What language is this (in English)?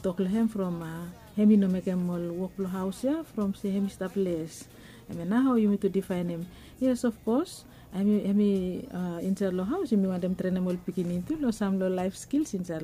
Bislama